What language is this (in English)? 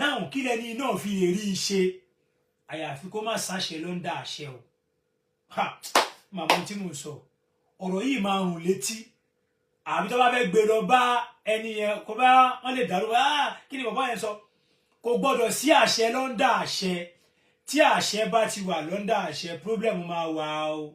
Yoruba